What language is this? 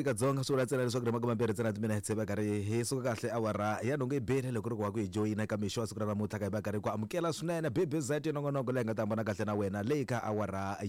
Tsonga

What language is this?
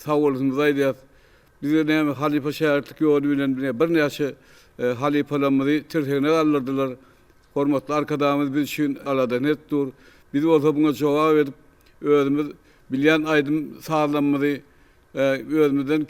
Turkmen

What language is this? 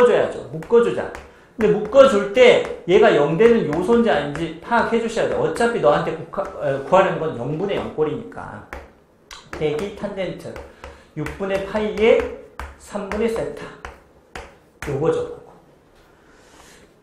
Korean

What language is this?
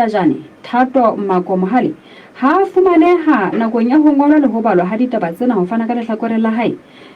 Southern Sotho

